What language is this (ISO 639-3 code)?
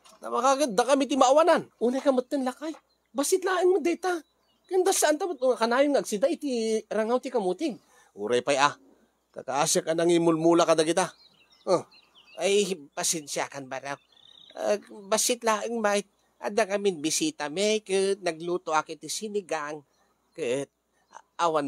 ilo